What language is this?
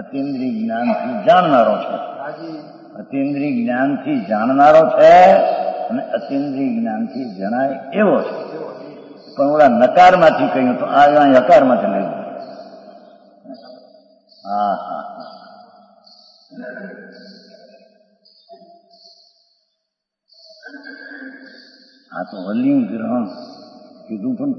Gujarati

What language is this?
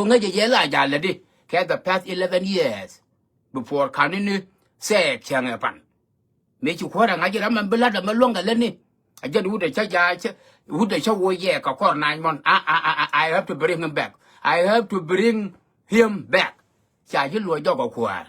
Nuer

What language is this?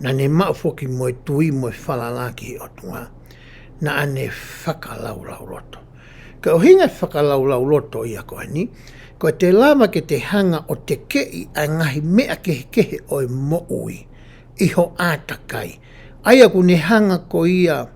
Tongan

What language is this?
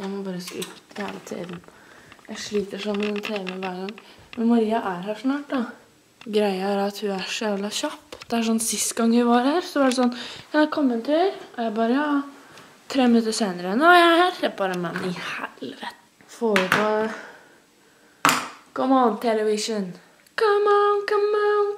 Norwegian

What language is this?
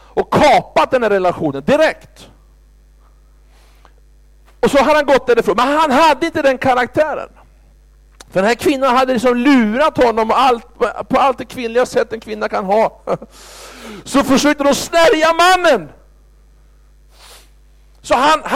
Swedish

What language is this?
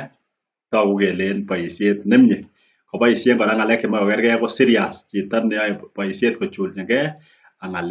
Kalenjin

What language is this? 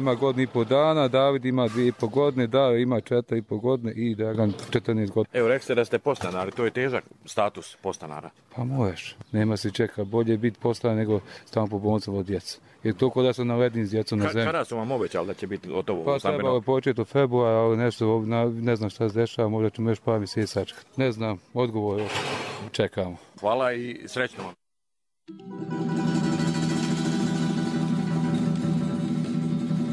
Bosnian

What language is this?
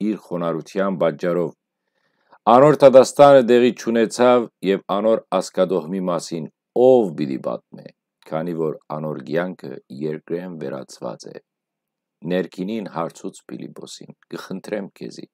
Western Armenian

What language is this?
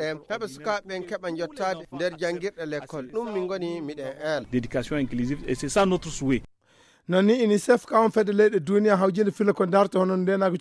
Fula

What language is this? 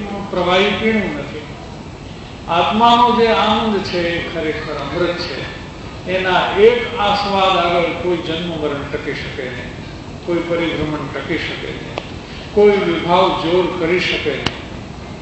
Gujarati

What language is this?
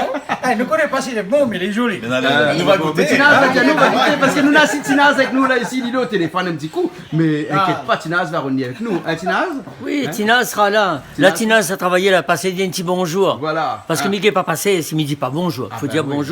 Réunion Creole French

